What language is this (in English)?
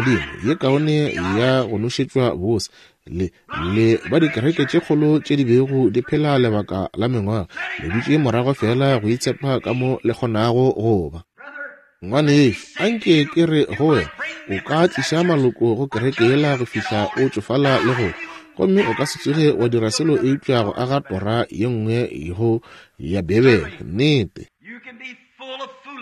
Northern Sotho